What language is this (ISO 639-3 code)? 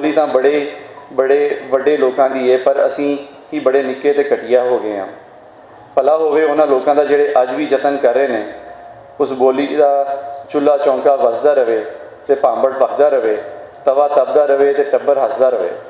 lah